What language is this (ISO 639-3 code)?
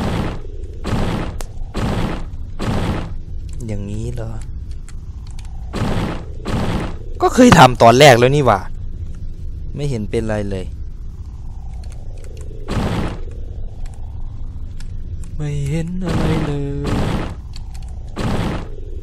tha